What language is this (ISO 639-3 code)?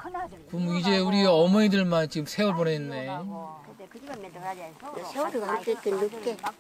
kor